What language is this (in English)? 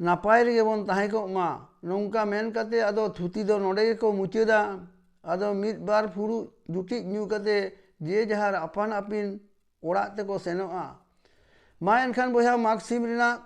Santali